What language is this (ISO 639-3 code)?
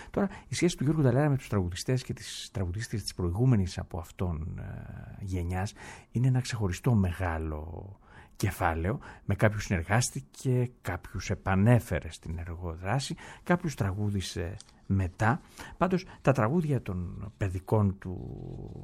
ell